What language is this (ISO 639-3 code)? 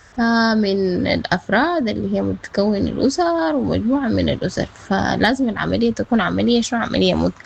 apd